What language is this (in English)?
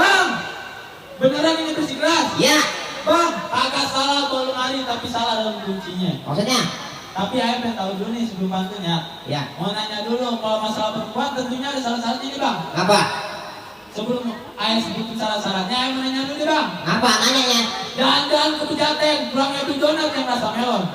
Betawi